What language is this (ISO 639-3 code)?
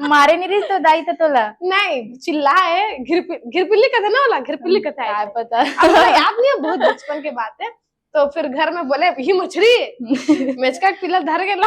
hne